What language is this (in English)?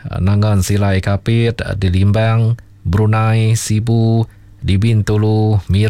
Iban